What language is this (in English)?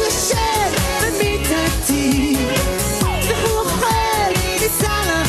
Hebrew